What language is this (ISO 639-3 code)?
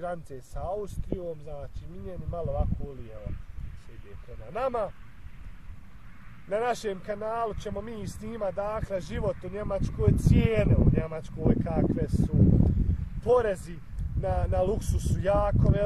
bos